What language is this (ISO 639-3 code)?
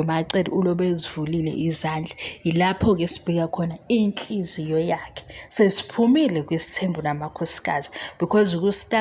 zul